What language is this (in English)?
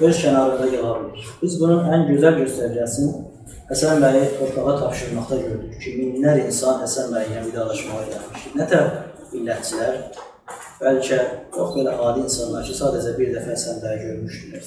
South Azerbaijani